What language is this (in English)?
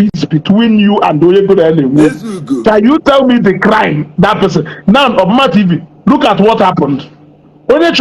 Igbo